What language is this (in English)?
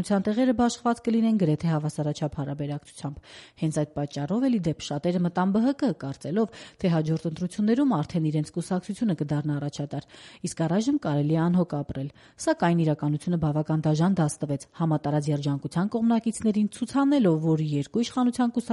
Armenian